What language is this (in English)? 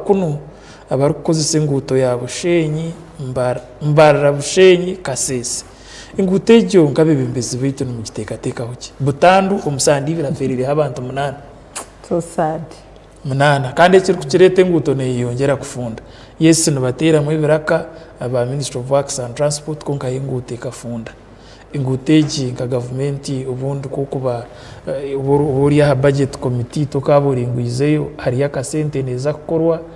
Nyankole